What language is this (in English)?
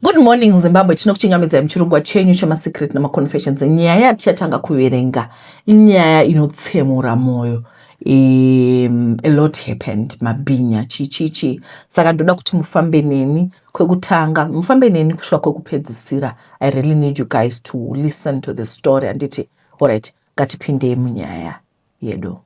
Shona